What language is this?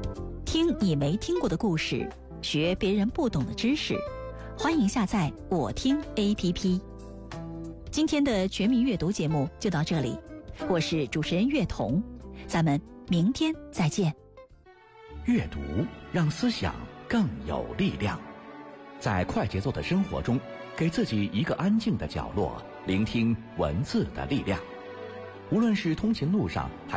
Chinese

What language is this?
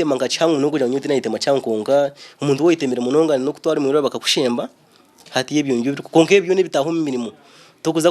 Nyankole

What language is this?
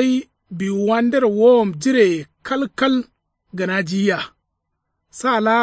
Kanuri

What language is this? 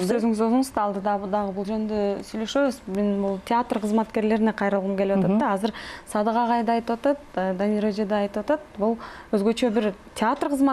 Kyrgyz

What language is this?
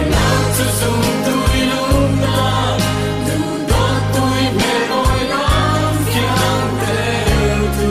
Falam Chin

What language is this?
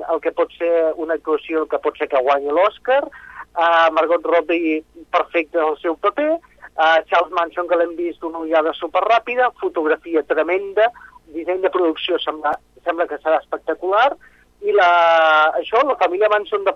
Catalan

